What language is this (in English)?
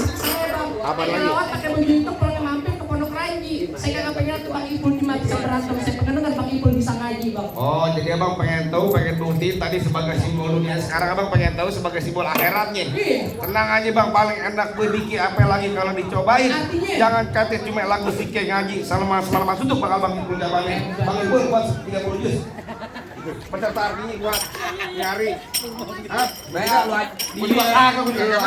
Betawi